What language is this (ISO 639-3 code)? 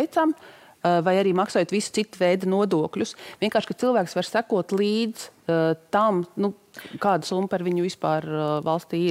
lav